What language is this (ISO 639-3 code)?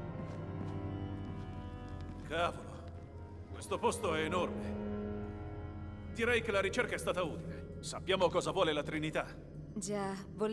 ita